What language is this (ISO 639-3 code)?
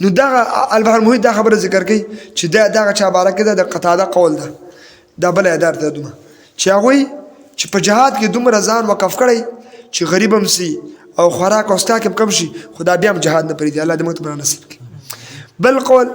pus